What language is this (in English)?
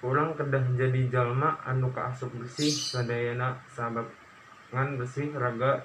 Sundanese